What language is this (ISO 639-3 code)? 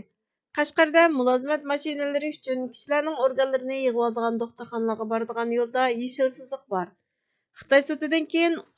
uig